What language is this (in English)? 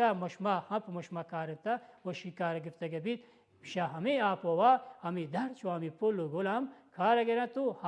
Baluchi